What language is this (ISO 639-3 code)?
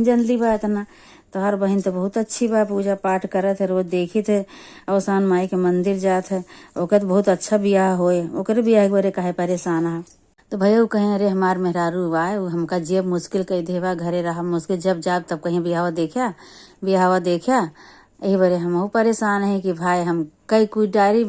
awa